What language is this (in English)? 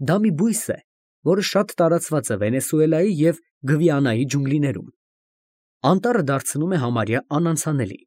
Armenian